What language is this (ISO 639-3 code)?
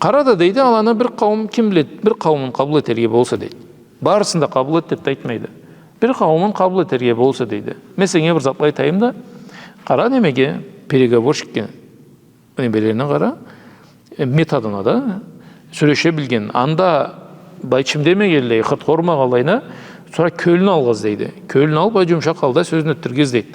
krc